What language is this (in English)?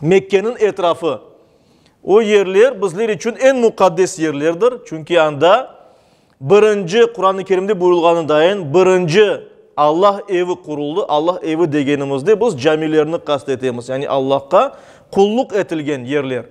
Crimean Tatar